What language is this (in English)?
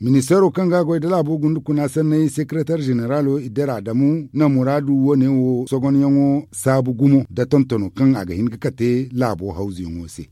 Zarma